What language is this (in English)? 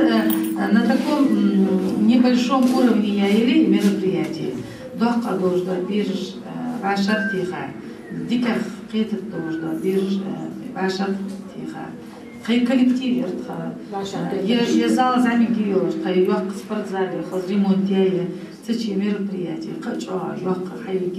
Ingush